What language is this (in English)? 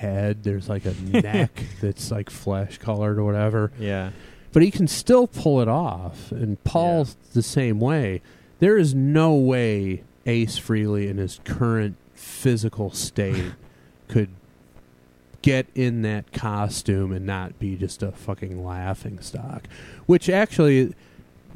English